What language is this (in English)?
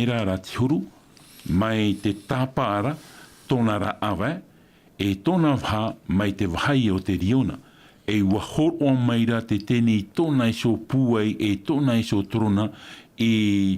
Tahitian